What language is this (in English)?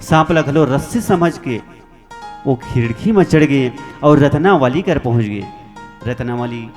Chhattisgarhi